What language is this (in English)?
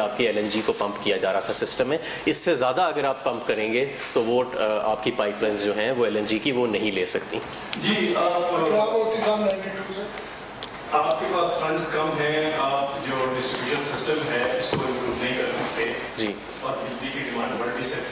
Urdu